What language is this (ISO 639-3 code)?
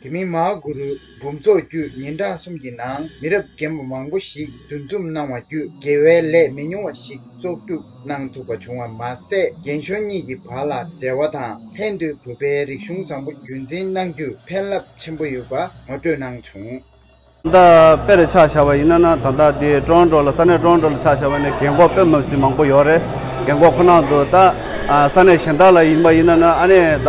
bod